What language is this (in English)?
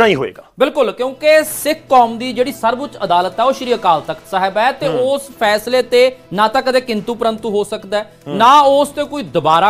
Punjabi